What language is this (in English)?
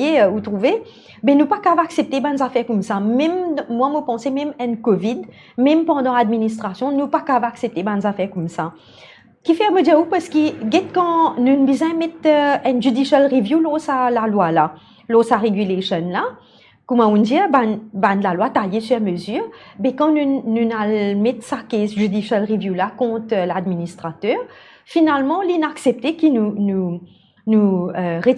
Morisyen